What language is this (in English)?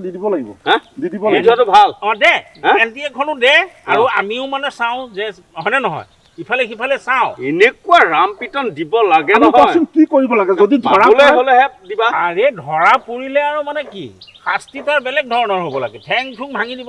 Assamese